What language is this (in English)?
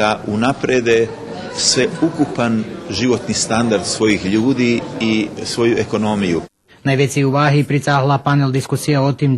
Rusyn